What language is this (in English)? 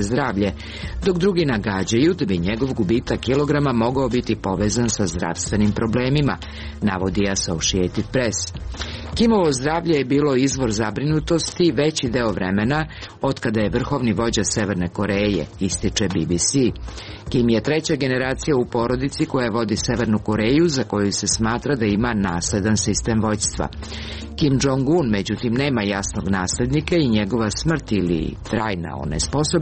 Serbian